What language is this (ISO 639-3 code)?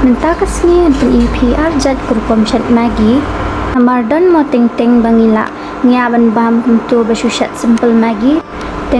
kha